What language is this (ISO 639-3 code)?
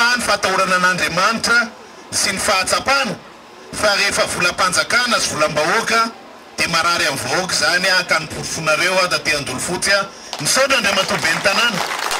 mlg